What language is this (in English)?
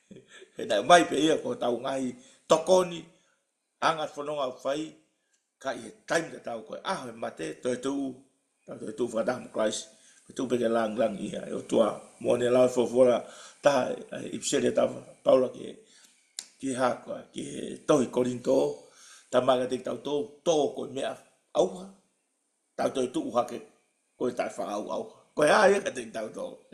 Tongan